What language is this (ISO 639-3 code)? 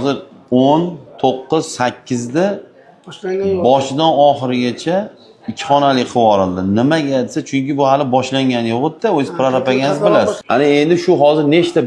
uzb